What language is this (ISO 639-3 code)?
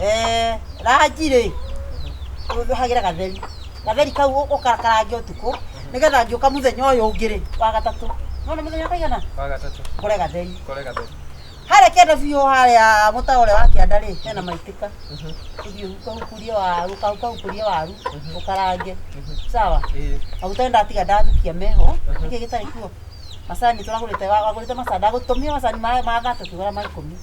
kik